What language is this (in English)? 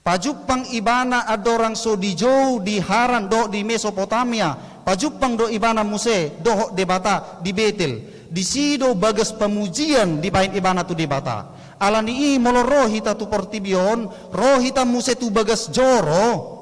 Batak Toba